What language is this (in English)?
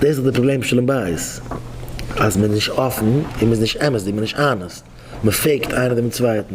Yiddish